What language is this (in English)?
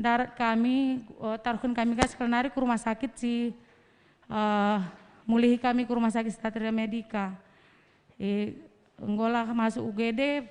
Batak Karo